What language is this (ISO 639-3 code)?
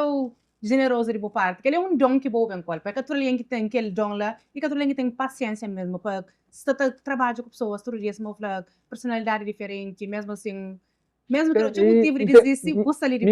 kea